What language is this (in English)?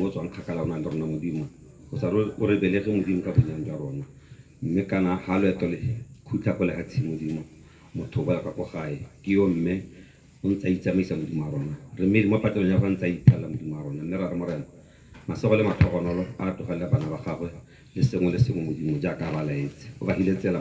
Tswana